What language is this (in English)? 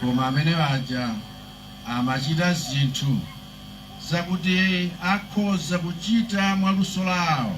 Nyanja